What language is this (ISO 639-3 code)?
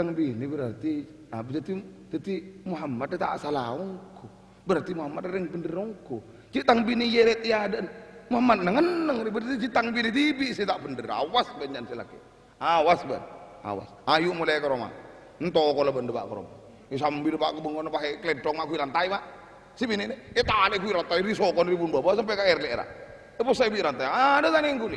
mad